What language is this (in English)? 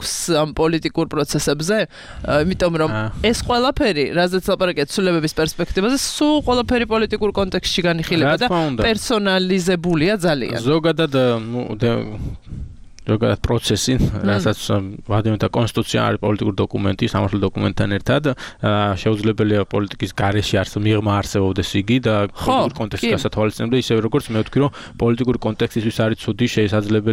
Georgian